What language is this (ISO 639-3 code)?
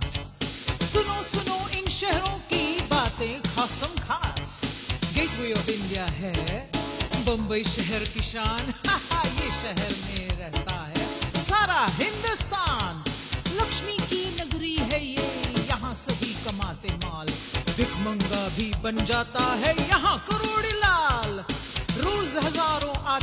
hin